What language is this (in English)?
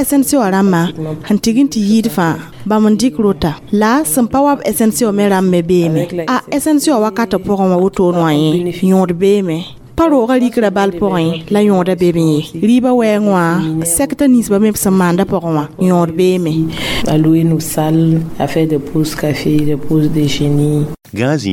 Mossi